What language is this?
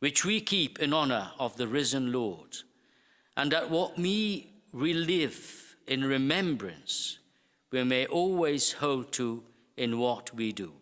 English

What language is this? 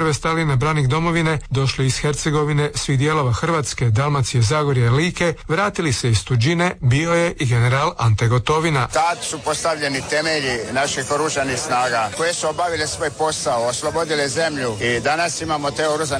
Croatian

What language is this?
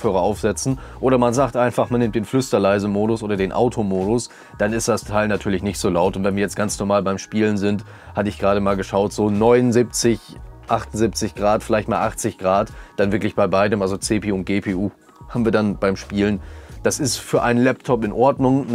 German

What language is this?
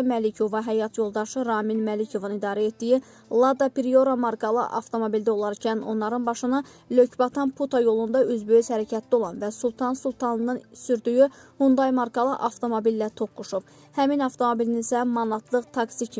Azerbaijani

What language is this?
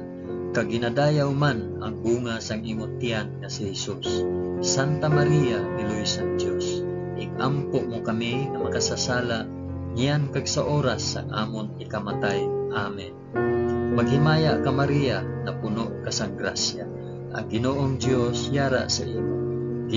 Hiligaynon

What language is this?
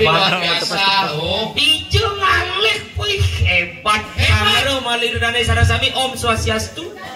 Balinese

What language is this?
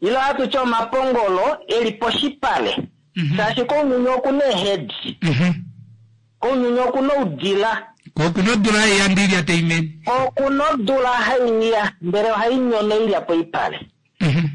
Kuanyama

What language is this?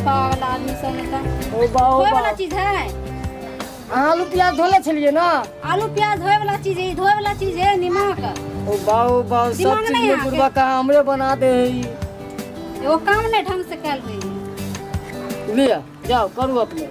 Maithili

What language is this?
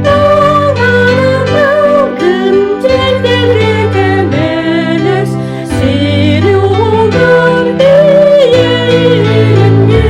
Yakut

